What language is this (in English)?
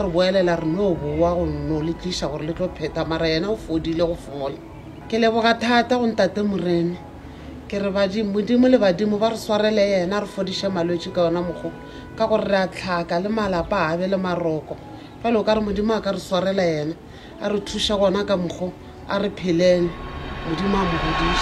Northern Sotho